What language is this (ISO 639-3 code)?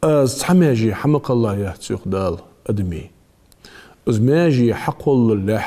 inh